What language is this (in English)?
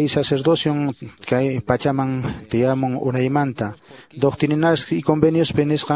Quechua